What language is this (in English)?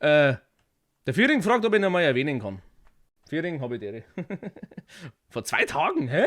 Bavarian